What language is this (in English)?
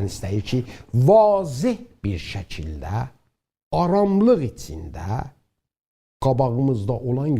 South Azerbaijani